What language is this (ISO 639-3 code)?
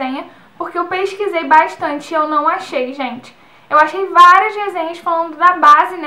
por